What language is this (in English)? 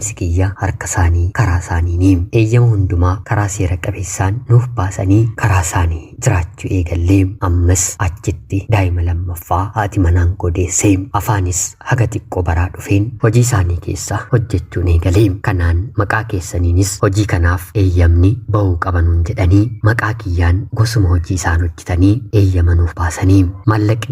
Oromo